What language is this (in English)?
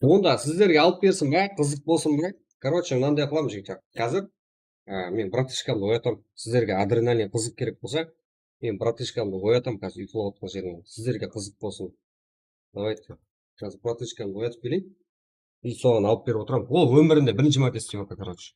Kara-Kalpak